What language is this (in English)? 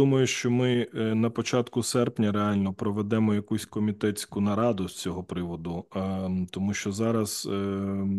Ukrainian